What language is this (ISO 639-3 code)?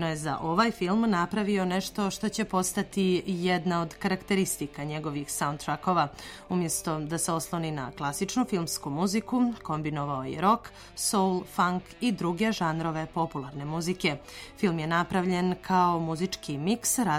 srp